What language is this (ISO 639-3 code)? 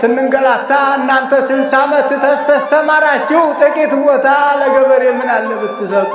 amh